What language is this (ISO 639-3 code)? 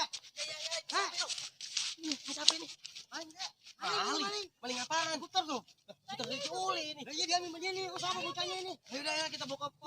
bew